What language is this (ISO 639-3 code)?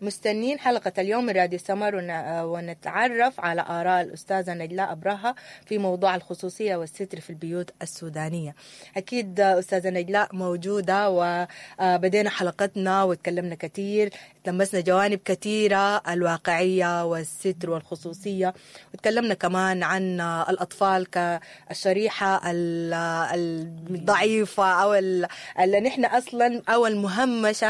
apd